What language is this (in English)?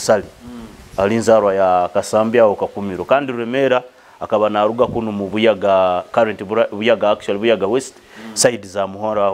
Nyoro